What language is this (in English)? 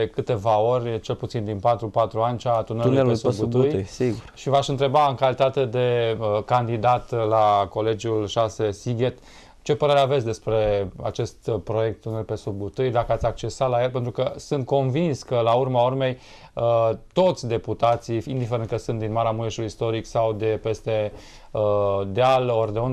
Romanian